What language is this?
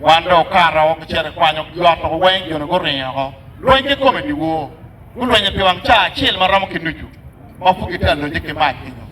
Acoli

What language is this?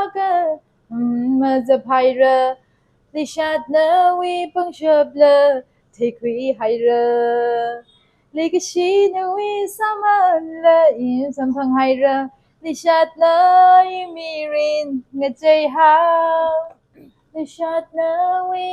Tangkhul Naga (India)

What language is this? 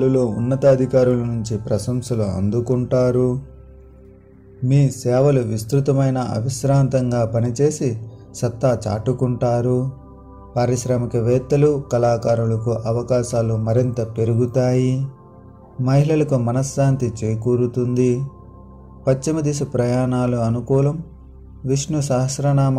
Telugu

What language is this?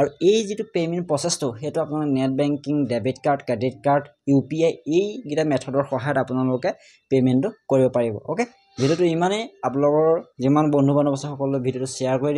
Assamese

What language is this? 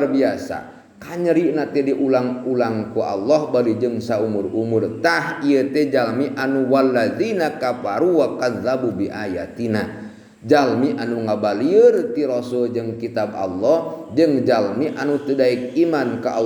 Sundanese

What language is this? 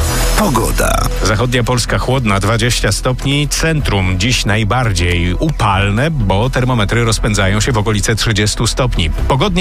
Polish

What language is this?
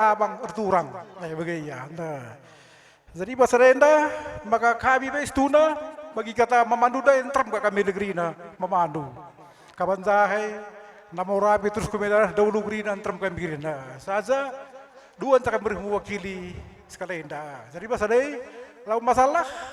Batak Karo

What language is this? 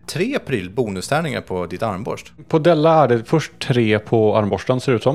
Swedish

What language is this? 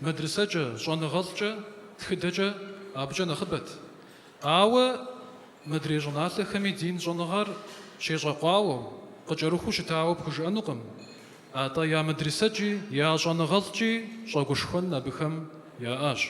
Kabardian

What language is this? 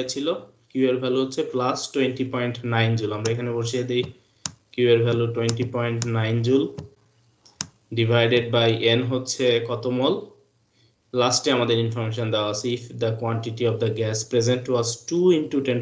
Bangla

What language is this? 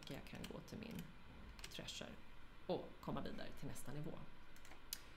Swedish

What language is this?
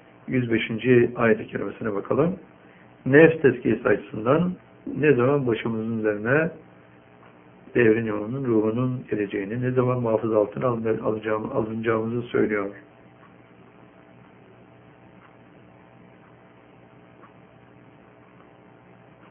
Turkish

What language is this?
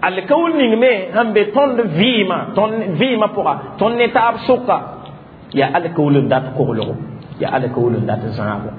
Mossi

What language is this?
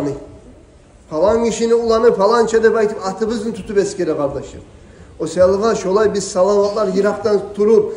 Kumyk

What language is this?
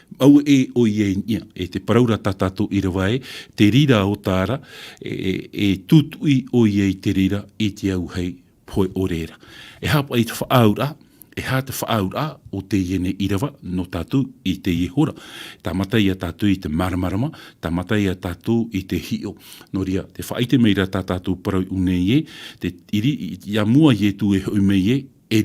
Tahitian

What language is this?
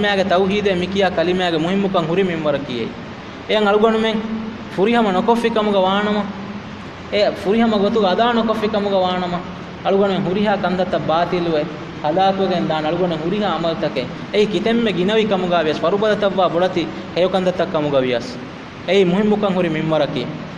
Divehi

